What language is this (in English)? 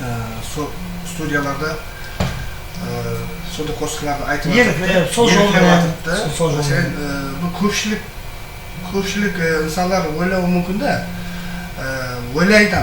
Kara-Kalpak